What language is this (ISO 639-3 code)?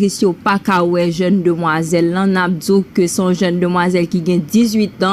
hat